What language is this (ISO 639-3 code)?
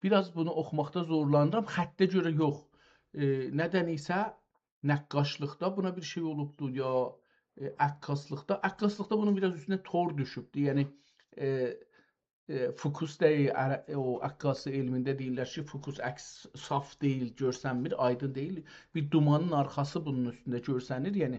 azb